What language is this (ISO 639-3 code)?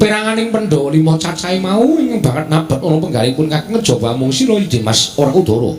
jav